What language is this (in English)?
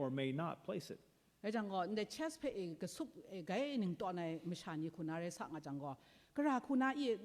Kachin